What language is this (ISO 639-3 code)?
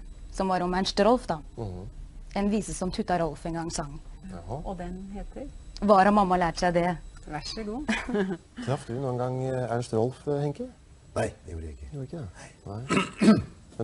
nor